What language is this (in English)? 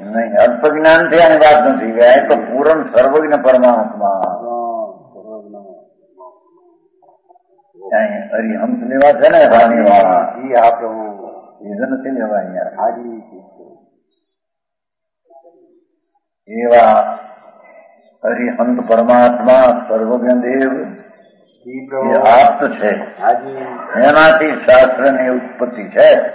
Gujarati